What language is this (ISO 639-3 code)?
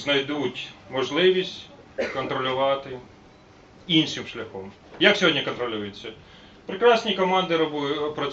ukr